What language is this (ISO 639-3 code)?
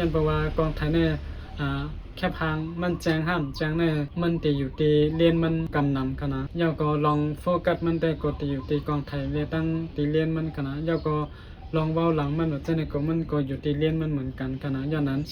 shn